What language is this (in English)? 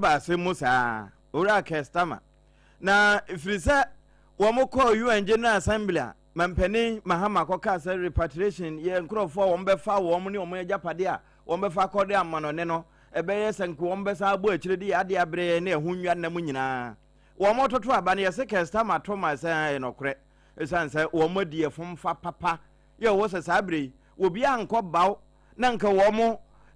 Akan